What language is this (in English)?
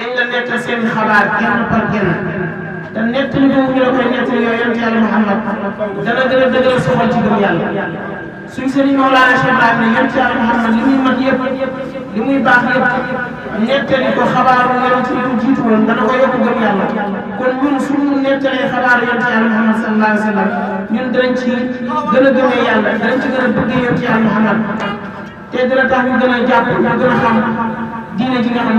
Wolof